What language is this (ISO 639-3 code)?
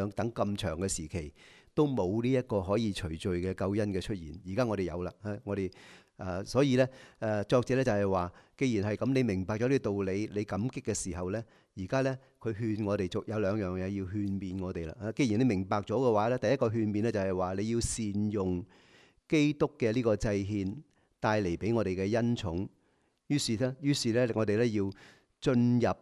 yue